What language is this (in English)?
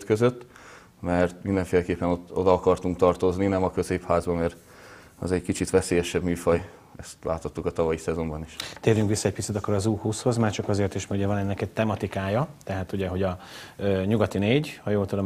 Hungarian